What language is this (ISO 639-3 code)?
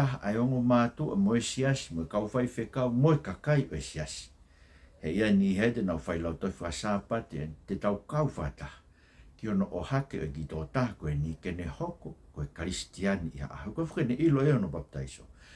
ton